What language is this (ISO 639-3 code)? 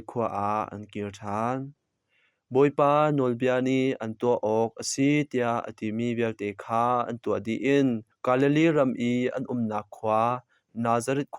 cnh